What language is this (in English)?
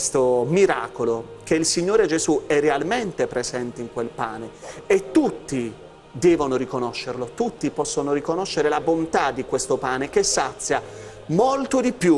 Italian